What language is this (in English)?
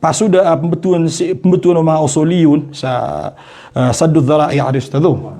Maranao